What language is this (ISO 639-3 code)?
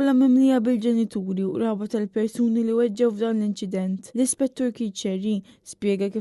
mlt